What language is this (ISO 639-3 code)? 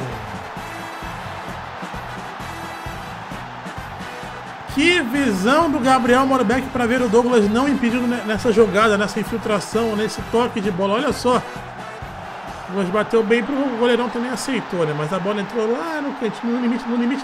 por